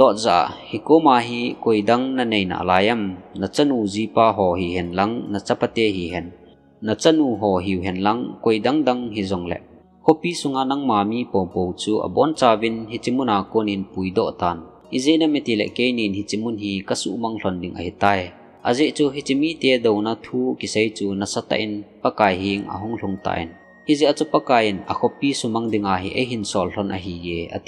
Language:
Thado Chin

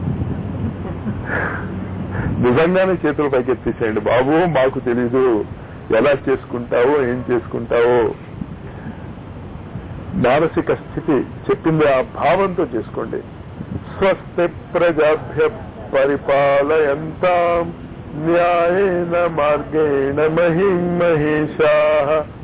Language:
Telugu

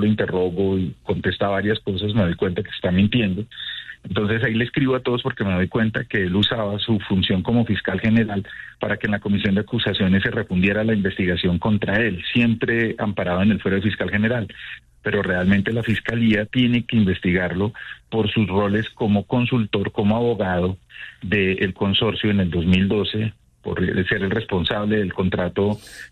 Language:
Spanish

